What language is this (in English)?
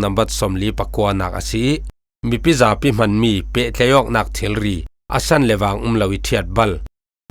Falam Chin